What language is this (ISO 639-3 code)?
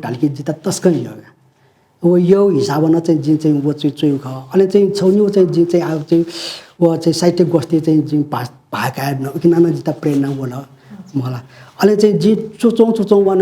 new